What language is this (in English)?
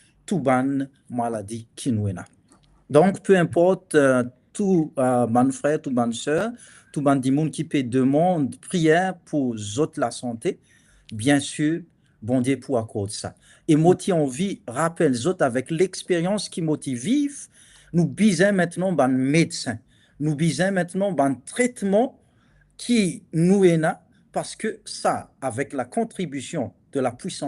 Morisyen